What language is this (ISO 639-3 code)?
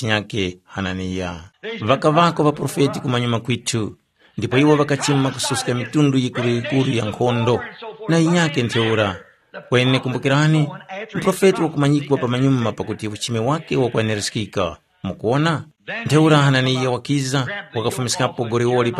tum